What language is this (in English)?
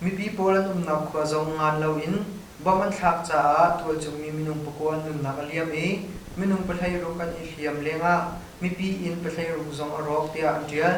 Hakha Chin